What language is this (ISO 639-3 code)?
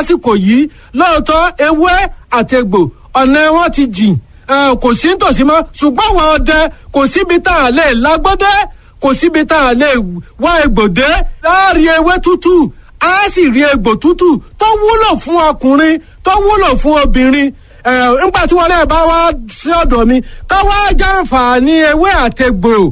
yor